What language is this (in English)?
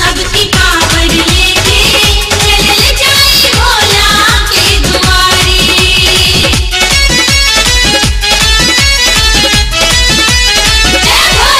Bhojpuri